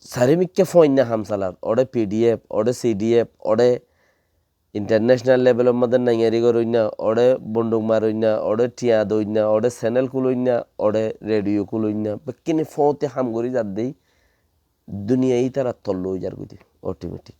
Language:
Rohingya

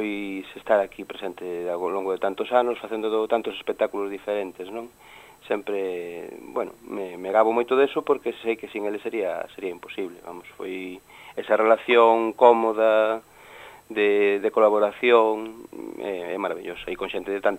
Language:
Galician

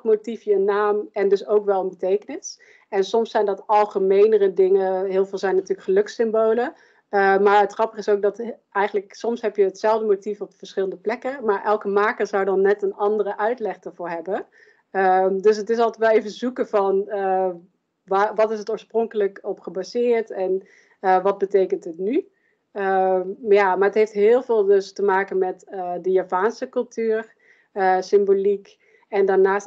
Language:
Dutch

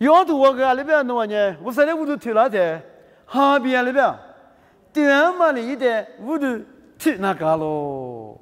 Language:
Lisu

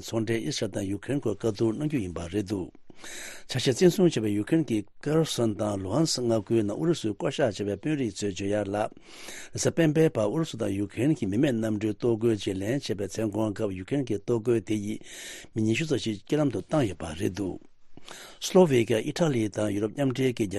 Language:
Tibetan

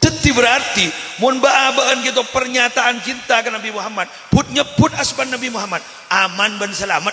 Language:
Madurese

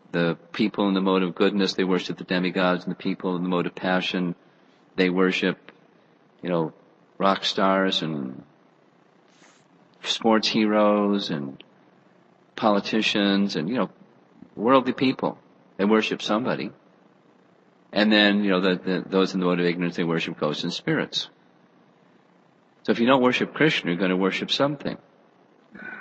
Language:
English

